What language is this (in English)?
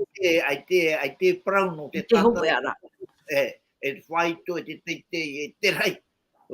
Tahitian